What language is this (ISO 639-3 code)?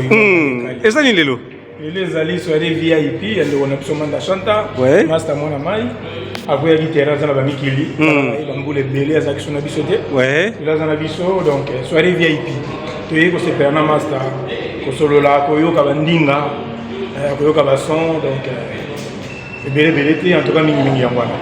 lin